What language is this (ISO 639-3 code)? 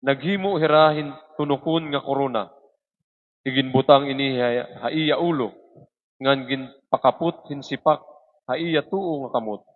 war